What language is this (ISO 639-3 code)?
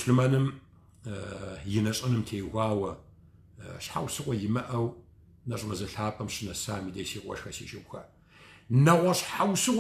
kbd